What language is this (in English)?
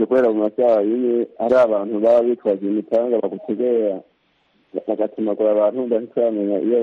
Kinyarwanda